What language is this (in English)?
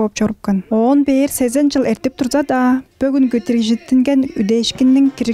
Tuvinian